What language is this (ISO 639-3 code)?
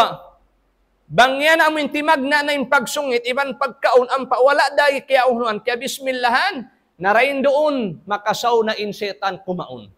tsg